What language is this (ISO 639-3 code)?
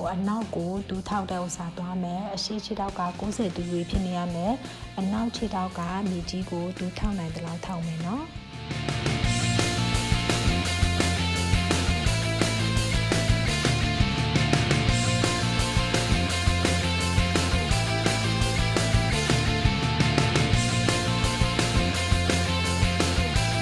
mya